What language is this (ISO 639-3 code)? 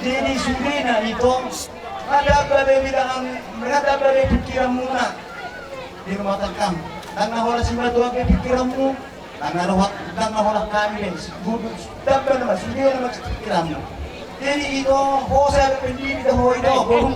bbc